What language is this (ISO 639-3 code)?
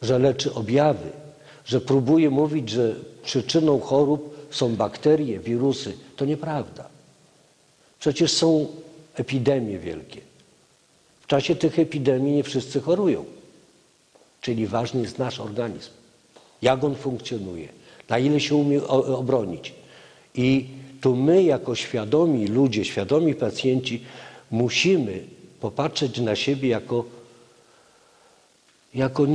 pol